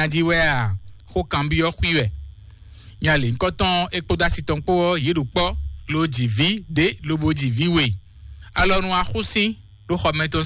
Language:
Fon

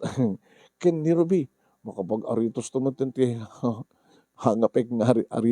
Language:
Iloko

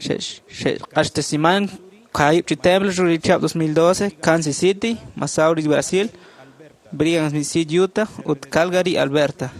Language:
Kekchí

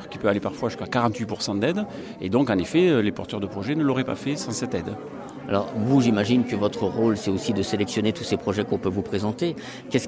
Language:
French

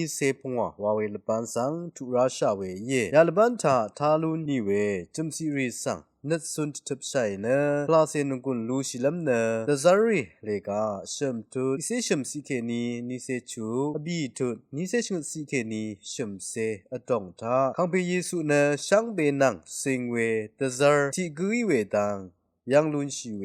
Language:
Rawang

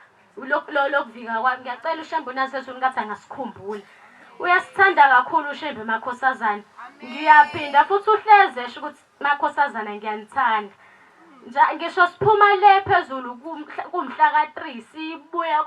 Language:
Zulu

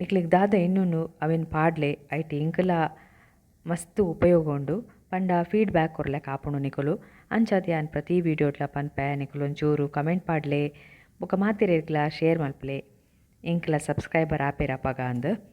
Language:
Tulu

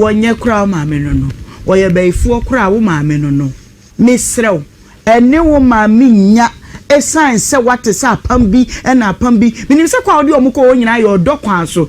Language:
Akan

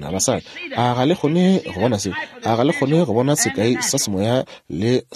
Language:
Northern Sotho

